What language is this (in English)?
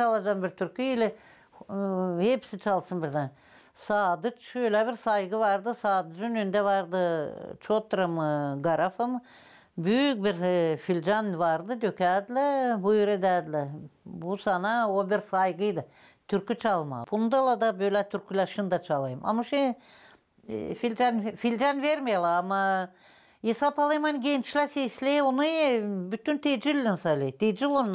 Gagauz